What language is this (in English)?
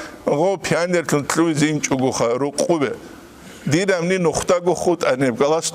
Avaric